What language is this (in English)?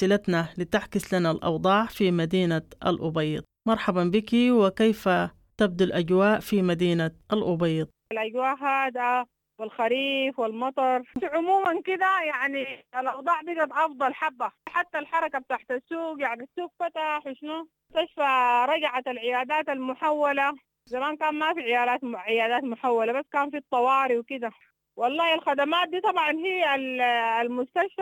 Sudanese Arabic